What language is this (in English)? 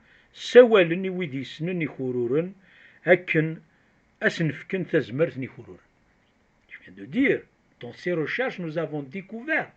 Kabyle